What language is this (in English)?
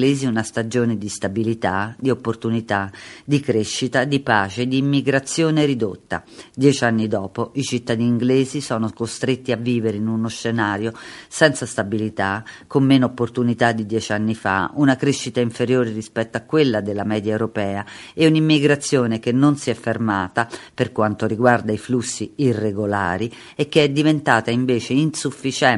Italian